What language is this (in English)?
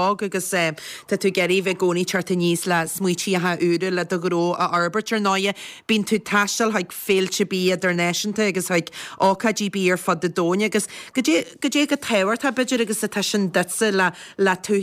Irish